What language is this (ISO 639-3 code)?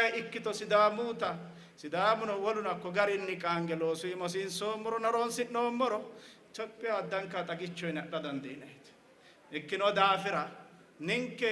sid